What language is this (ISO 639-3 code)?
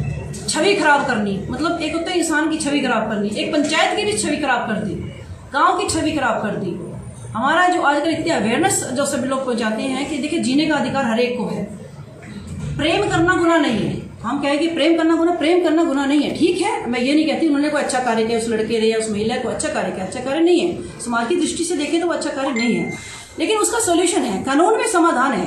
hin